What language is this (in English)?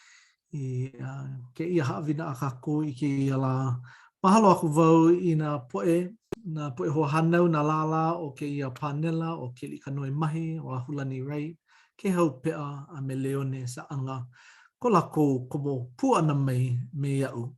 Hawaiian